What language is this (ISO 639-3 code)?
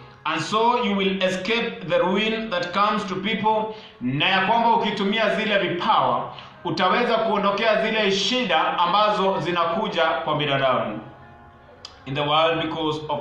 swa